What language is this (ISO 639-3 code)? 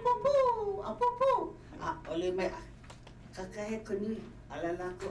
haw